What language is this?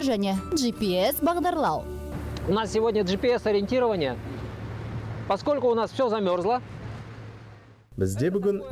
Kazakh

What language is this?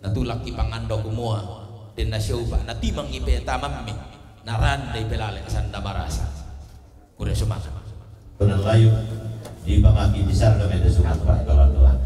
Toraja-Sa'dan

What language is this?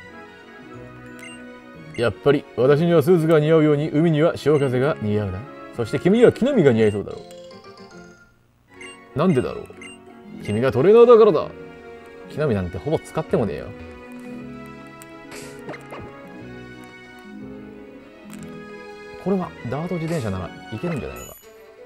Japanese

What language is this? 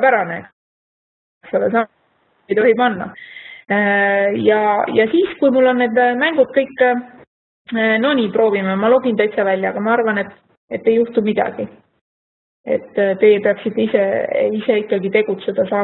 Estonian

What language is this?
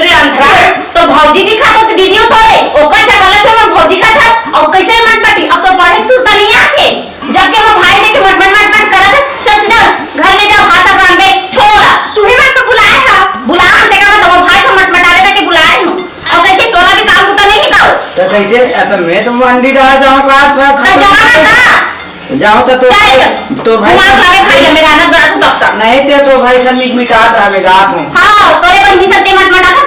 Chhattisgarhi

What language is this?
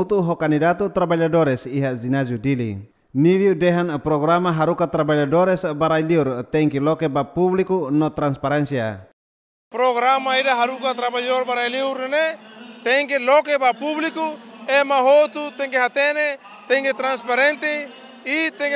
Tetum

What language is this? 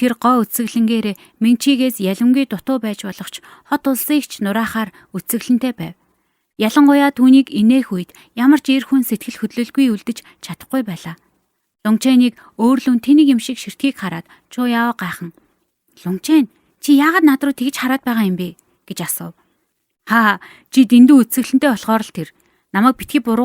Mongolian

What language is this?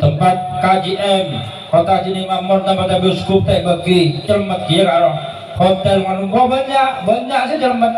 Madurese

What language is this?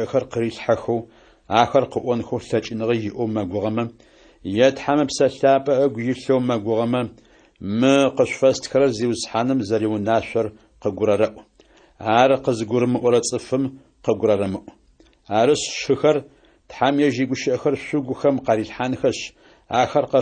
Adyghe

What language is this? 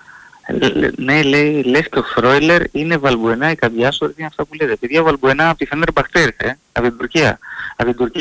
Greek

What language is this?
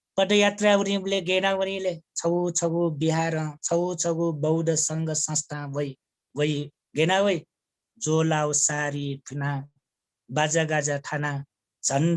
Newari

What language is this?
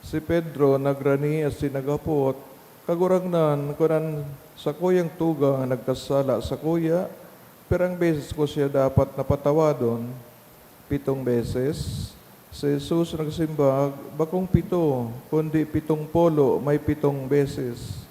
Bikol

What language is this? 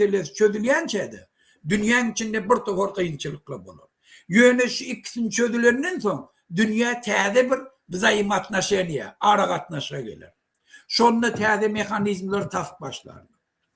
Turkmen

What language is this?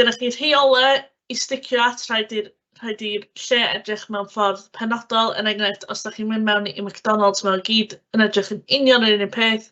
Welsh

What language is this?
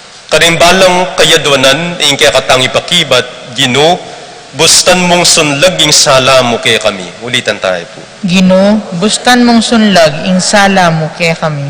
Pampanga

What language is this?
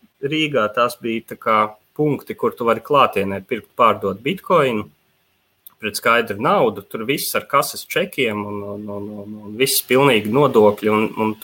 Latvian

